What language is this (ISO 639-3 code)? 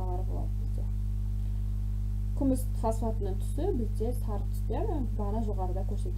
kaz